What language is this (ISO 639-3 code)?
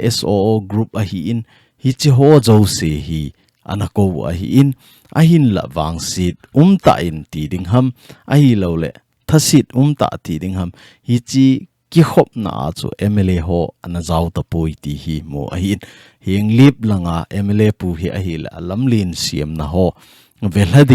tcz